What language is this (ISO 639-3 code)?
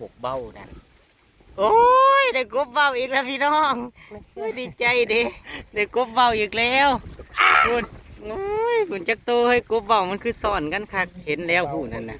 tts